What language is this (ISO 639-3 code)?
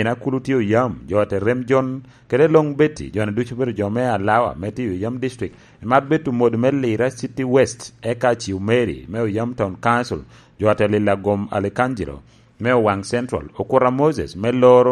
laj